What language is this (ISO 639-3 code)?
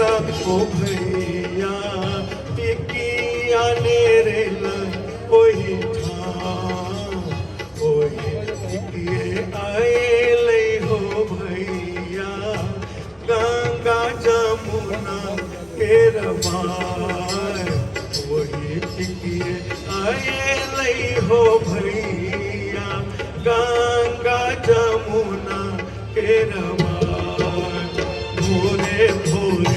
mai